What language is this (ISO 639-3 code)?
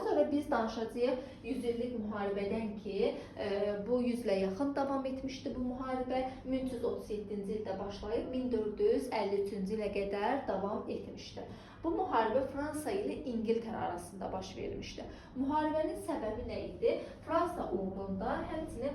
aze